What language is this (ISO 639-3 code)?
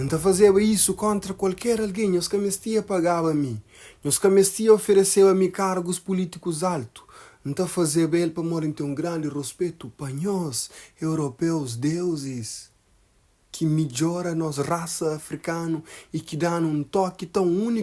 kea